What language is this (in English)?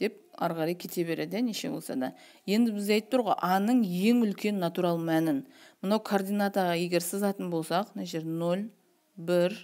Kazakh